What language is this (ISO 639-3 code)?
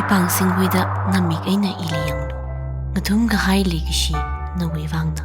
nmf